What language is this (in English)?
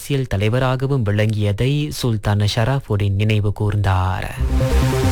Tamil